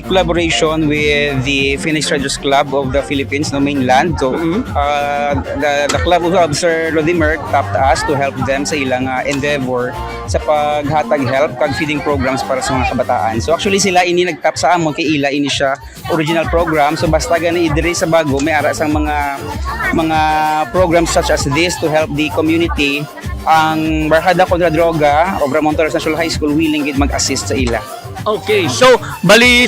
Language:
Hiligaynon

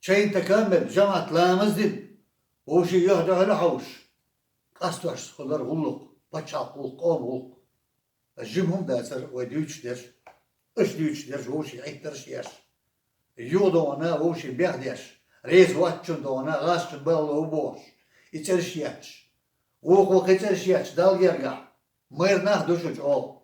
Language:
Chechen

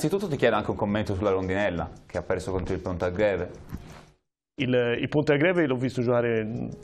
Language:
Italian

